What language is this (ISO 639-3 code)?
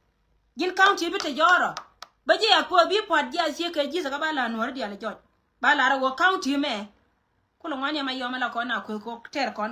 nus